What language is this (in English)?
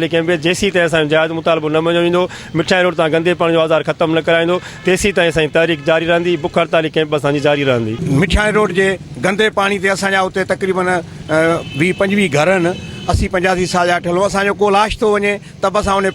Sindhi